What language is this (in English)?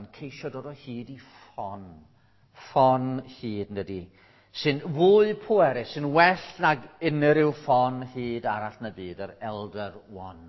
Welsh